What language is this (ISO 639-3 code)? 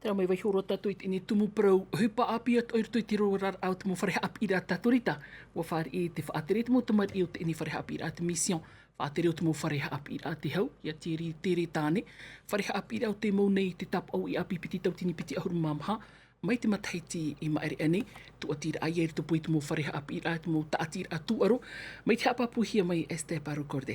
tah